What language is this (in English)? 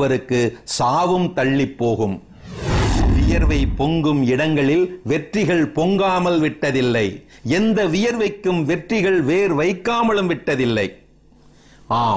Tamil